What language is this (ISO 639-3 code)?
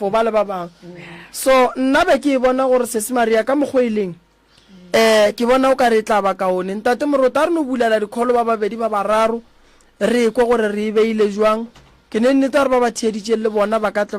nso